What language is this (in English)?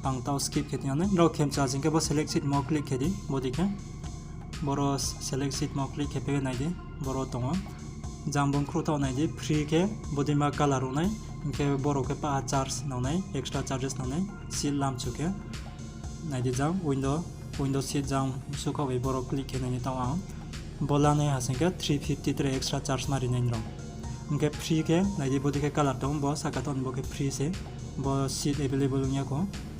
Riang (India)